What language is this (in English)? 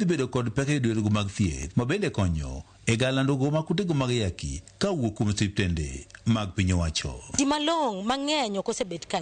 Luo (Kenya and Tanzania)